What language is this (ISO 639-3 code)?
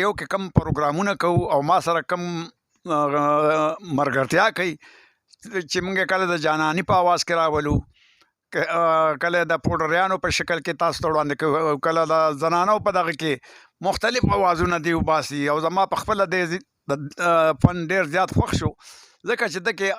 pus